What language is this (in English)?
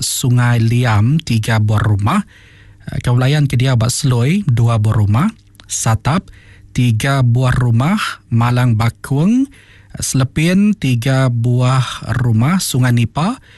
Iban